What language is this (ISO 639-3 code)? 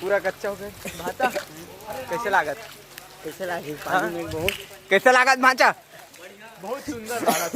hne